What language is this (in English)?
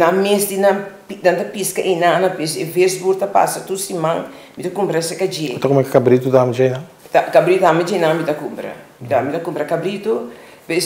Papiamento